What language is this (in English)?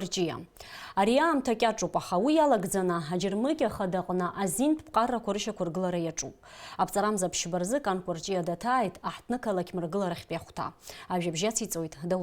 Abkhazian